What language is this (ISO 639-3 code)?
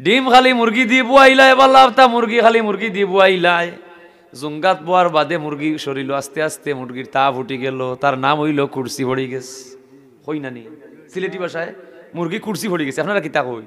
syl